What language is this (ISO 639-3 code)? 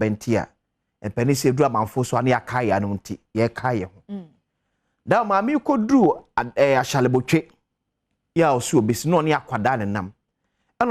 aka